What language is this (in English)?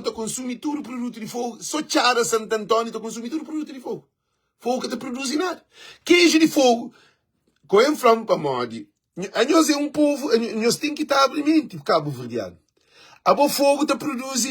Kabuverdianu